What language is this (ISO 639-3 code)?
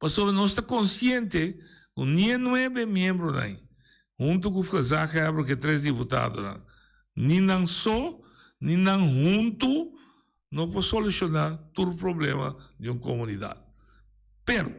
pap